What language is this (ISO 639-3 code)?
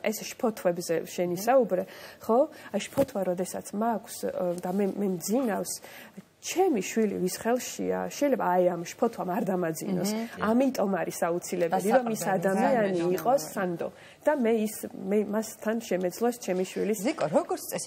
kat